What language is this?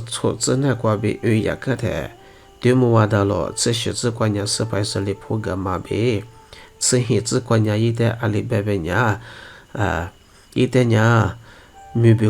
Lisu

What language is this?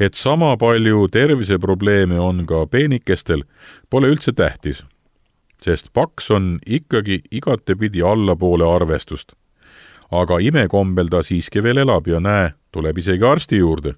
Estonian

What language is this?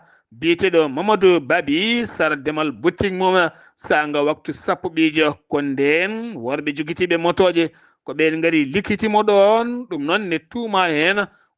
Fula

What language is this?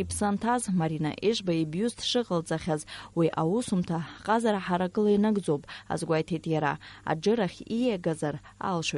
Abkhazian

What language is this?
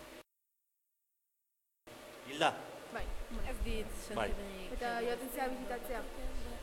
Basque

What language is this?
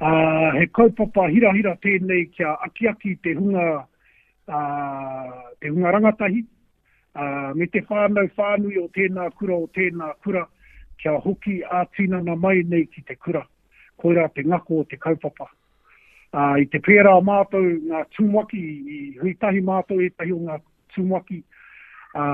Māori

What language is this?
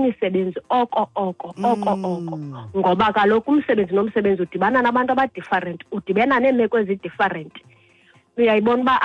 Xhosa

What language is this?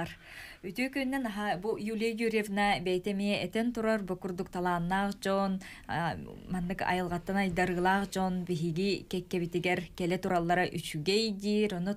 Yakut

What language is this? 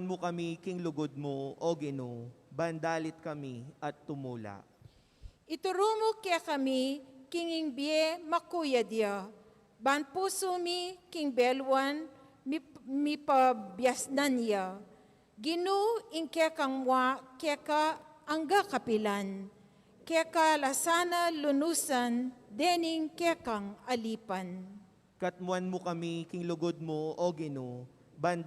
Pampanga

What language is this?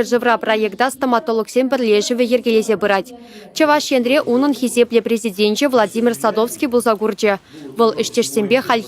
Chuvash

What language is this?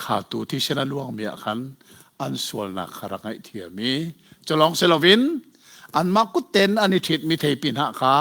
Hakha Chin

